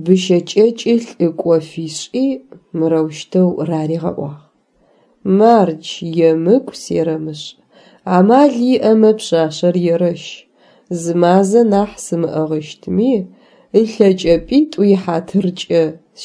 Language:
Adyghe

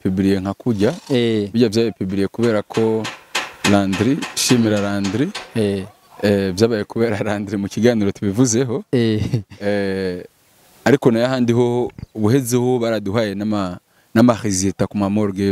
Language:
Rundi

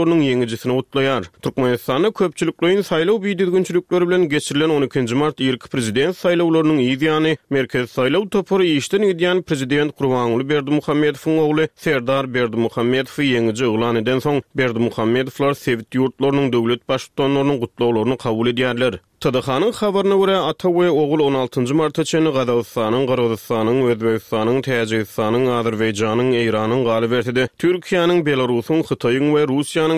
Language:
Turkmen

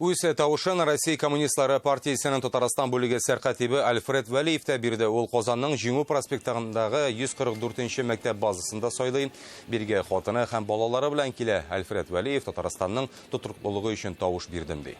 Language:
Tatar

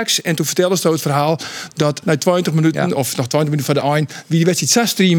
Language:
Western Frisian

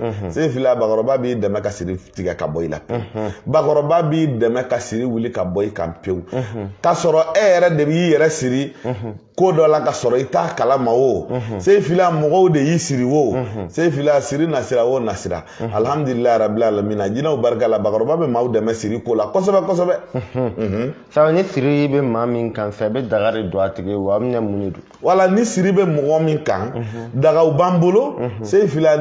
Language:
Bambara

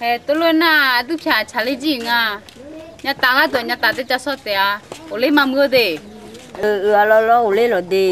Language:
Akha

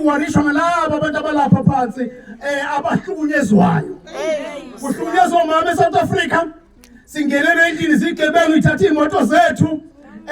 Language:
Zulu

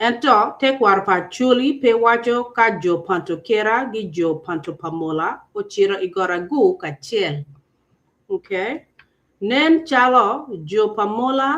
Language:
Acoli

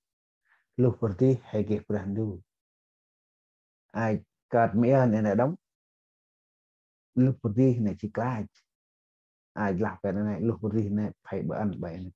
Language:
Central Mnong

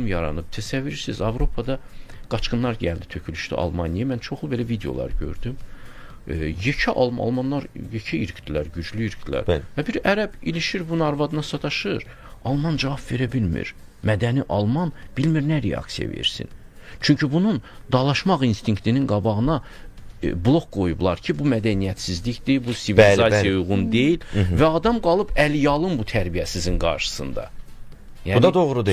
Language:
Azerbaijani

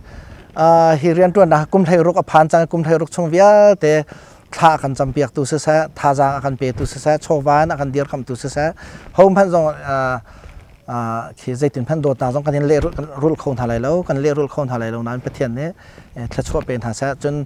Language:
Hakha Chin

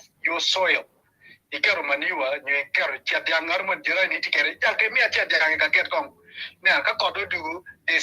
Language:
Acoli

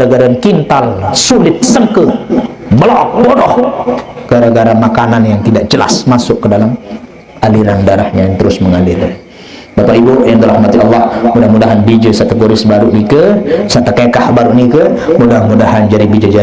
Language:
Sasak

